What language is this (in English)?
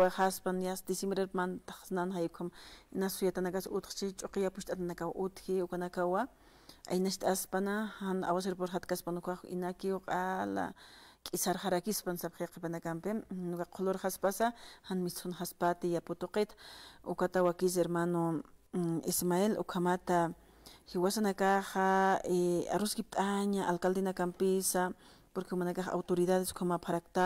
Aymara